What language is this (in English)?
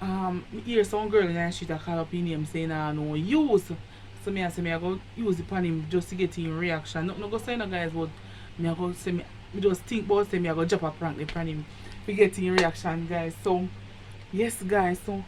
Jamaican Creole English